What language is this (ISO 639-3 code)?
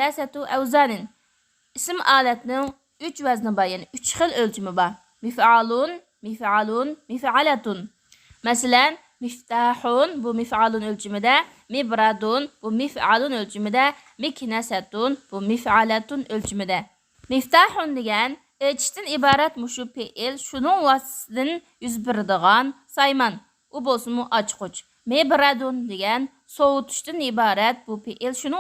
uig